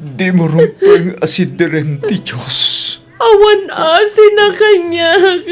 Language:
Iloko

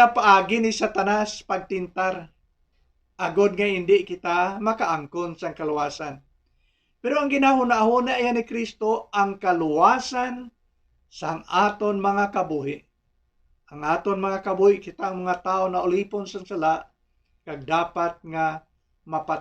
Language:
Hiligaynon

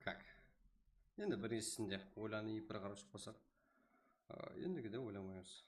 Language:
Kara-Kalpak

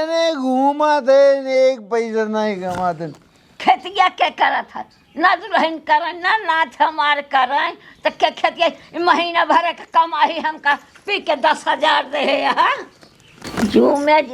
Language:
Awadhi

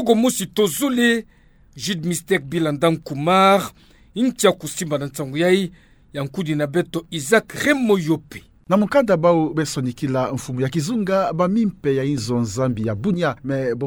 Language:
Kituba (Democratic Republic of Congo)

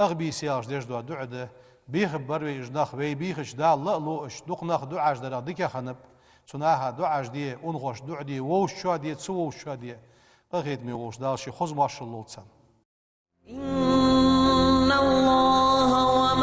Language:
Ingush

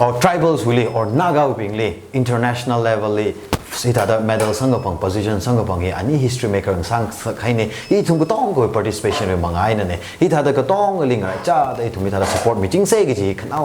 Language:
Tangkhul Naga (India)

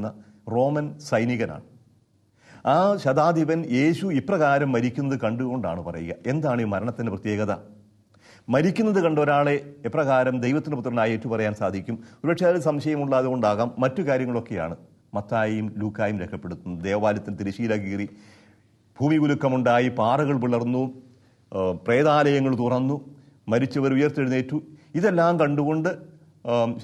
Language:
Malayalam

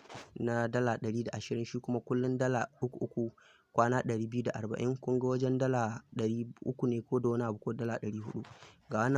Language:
Hausa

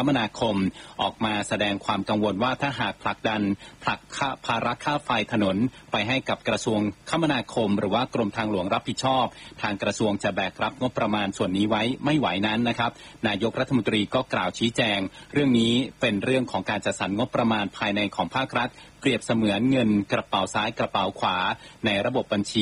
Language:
Thai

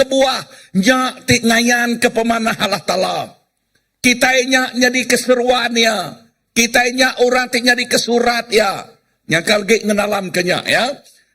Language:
Iban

